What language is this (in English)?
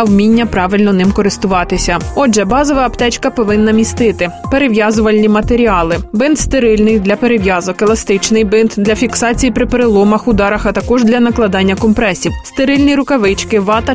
Ukrainian